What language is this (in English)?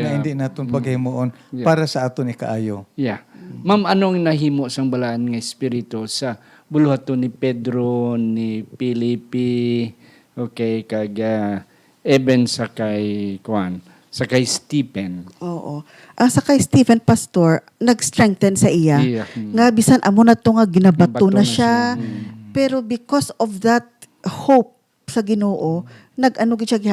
Hiligaynon